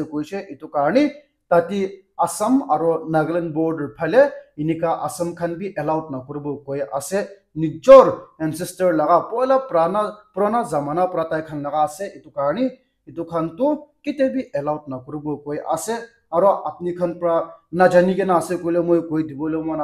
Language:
Naga Pidgin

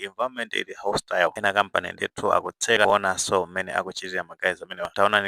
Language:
Nyanja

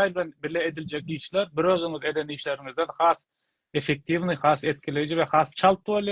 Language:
Turkmen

